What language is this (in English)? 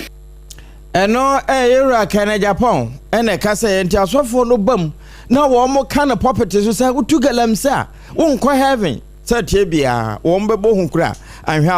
Akan